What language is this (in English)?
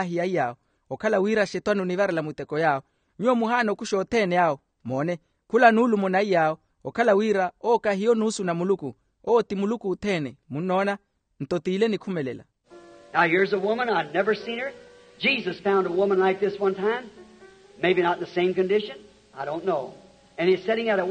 Makhuwa